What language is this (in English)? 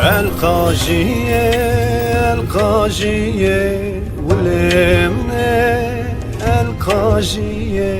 Zaza